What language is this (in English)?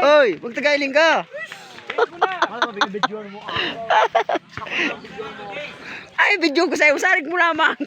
Bikol